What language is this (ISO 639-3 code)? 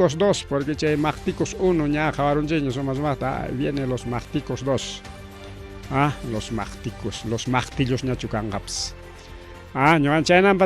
quy